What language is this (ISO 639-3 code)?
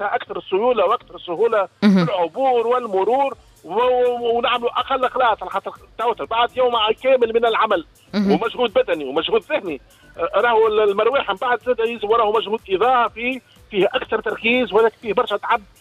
aeb